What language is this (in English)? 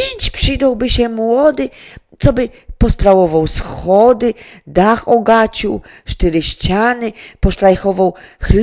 Silesian